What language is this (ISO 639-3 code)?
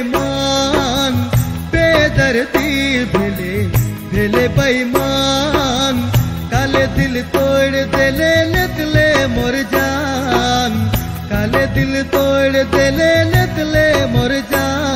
sck